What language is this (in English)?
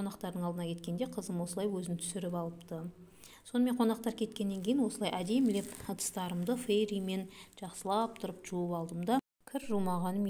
Kazakh